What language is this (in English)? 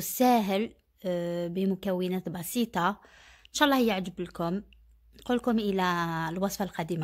Algerian Arabic